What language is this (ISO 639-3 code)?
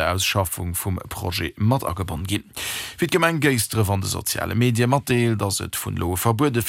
ltz